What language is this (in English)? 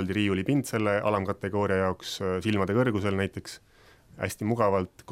Estonian